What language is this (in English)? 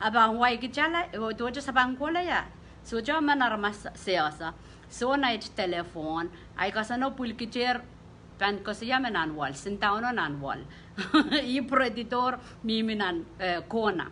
Pohnpeian